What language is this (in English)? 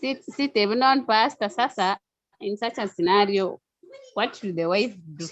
Kalenjin